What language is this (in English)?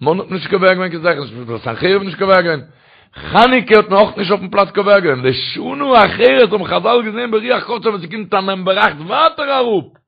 Yiddish